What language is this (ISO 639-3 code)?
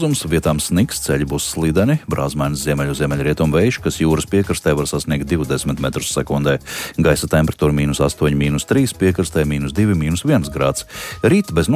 lav